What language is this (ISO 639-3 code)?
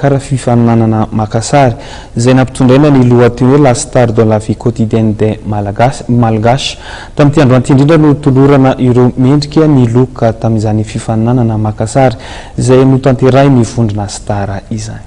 mlg